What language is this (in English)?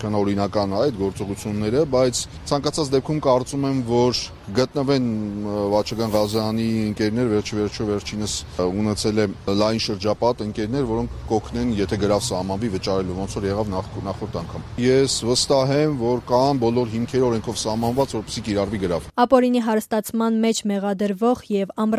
Armenian